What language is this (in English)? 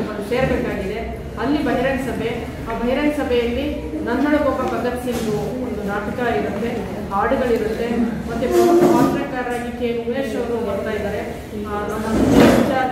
Kannada